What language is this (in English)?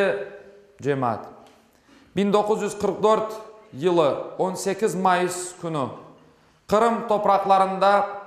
Crimean Tatar